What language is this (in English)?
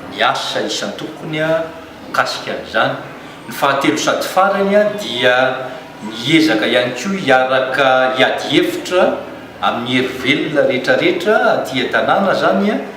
Malagasy